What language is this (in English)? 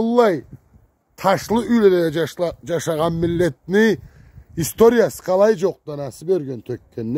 Karachay-Balkar